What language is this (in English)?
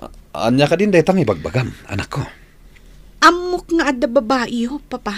Iloko